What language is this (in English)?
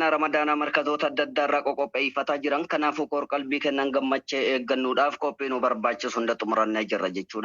Oromo